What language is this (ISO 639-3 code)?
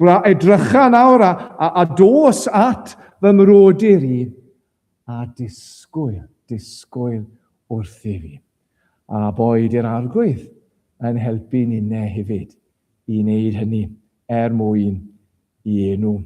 cym